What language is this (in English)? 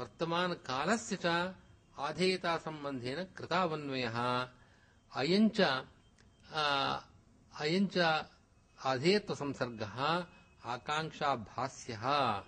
Sanskrit